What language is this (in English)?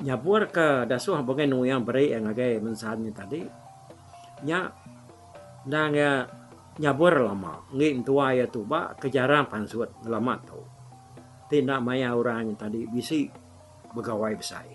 Iban